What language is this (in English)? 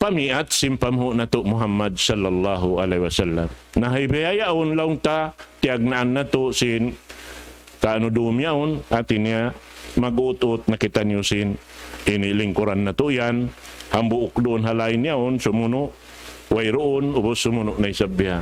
Tausug